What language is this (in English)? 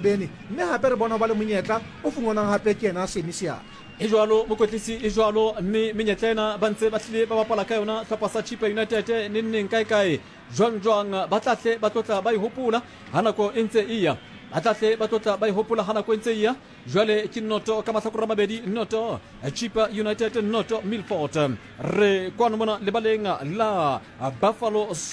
Southern Sotho